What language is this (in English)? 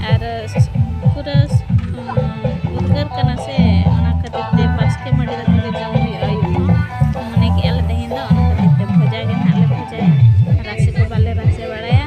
Santali